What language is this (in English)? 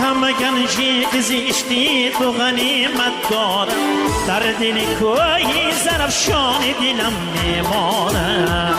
Tajik